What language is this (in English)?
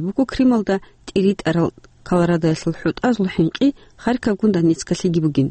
Avaric